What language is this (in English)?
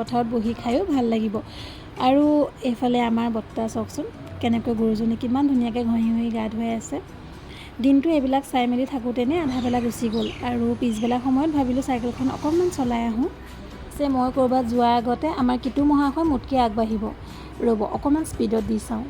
Assamese